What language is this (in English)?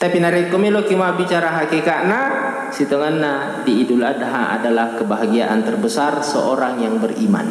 Buginese